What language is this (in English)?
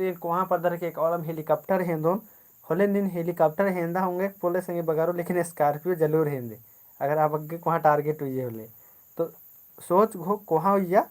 Kurukh